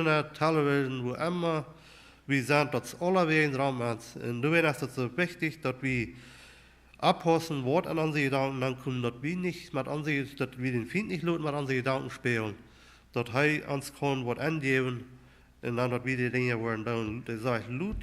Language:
Plautdietsch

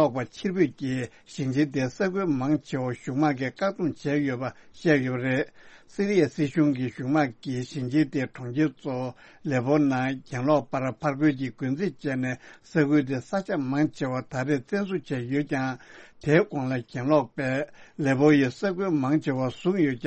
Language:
Tibetan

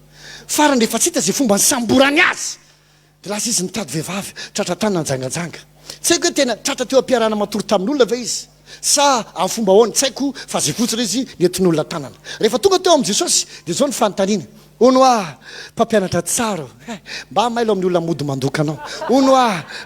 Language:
Malagasy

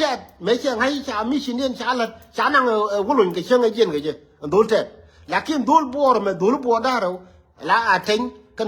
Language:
Nuer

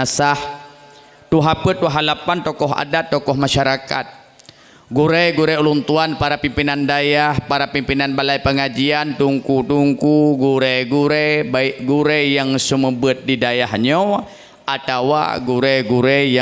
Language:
Achinese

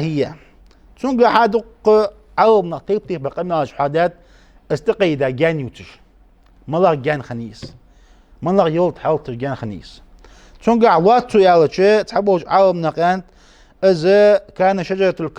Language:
Ingush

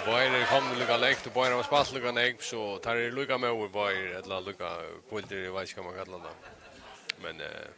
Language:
Faroese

